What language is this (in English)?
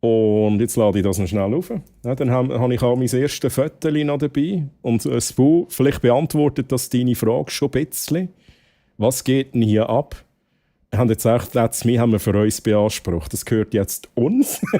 Swiss German